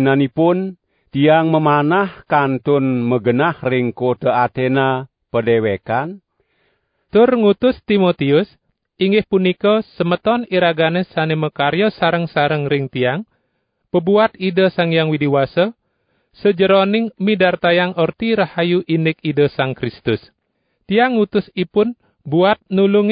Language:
Balinese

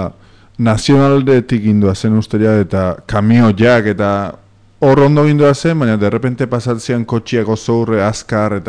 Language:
Basque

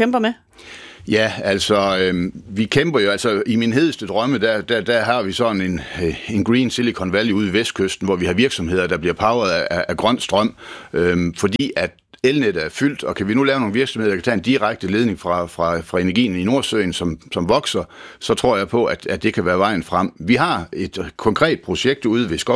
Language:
Danish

